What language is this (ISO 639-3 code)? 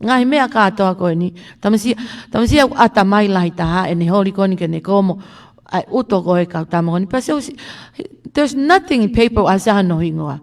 ton